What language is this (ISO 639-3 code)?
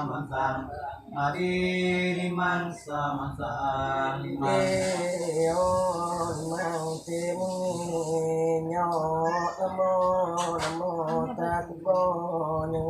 iba